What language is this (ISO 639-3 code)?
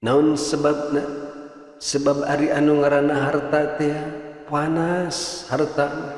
sun